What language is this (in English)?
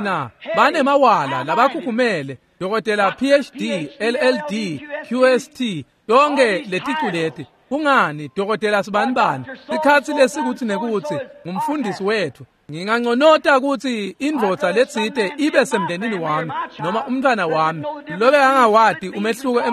Swati